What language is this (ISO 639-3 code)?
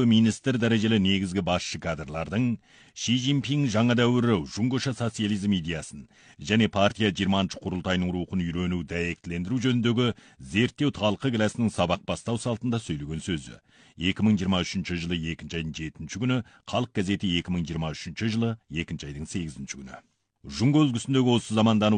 kaz